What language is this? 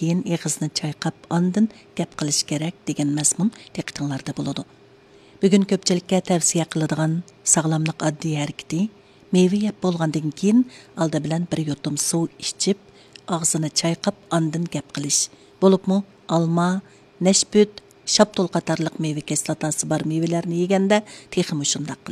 Uyghur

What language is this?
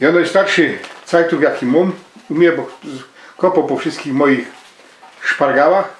Silesian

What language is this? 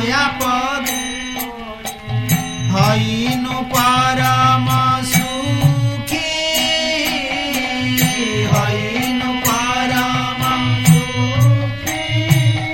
Odia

